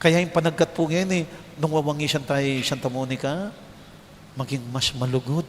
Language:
Pampanga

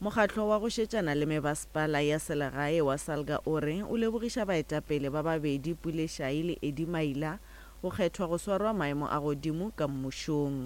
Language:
Northern Sotho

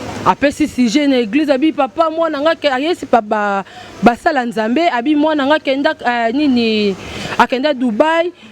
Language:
Lingala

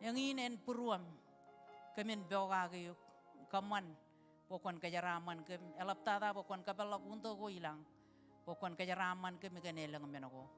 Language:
Marshallese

